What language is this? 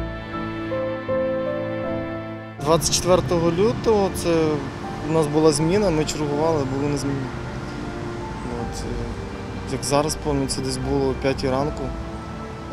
Ukrainian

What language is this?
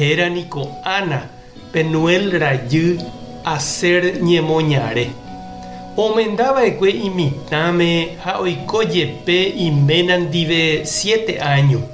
Guarani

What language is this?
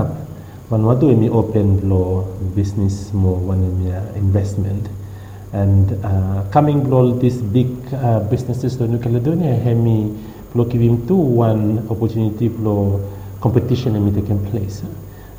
Bislama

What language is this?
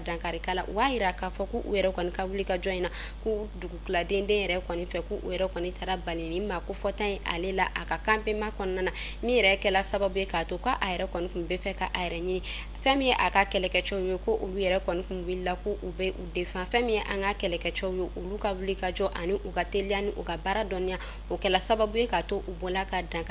Bambara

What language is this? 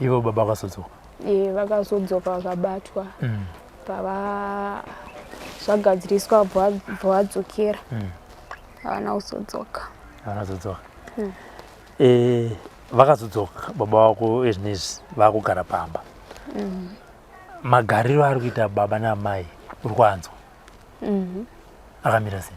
Shona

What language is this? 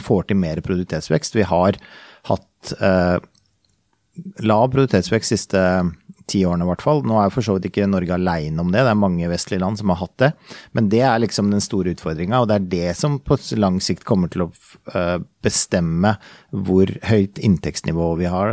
Norwegian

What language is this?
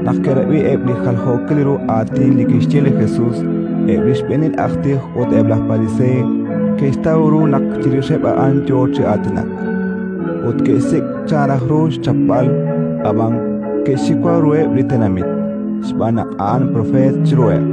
Kekchí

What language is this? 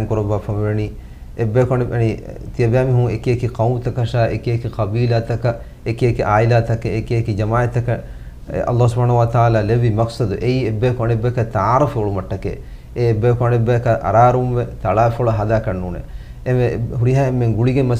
Divehi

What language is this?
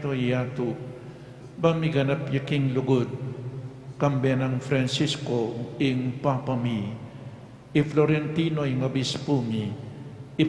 Pampanga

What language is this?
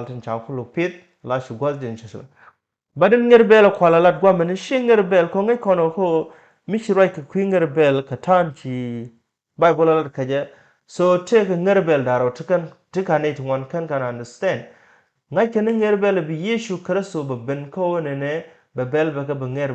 Nuer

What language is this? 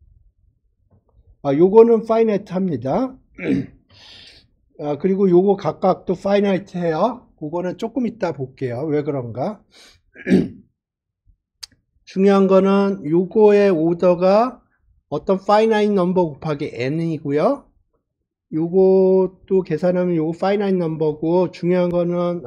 Korean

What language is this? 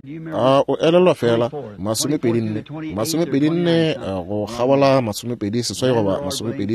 Northern Sotho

